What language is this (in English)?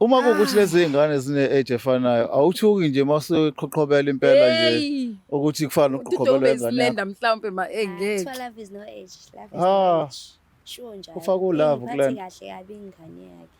Zulu